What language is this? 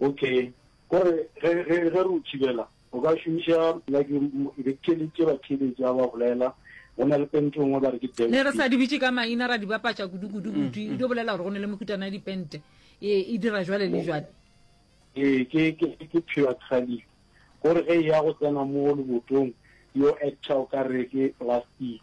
Northern Sotho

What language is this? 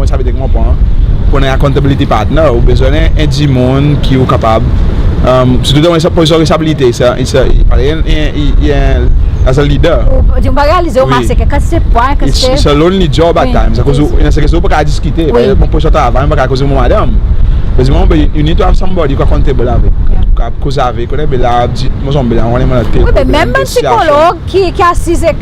Seselwa Creole French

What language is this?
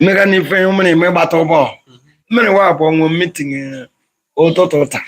Igbo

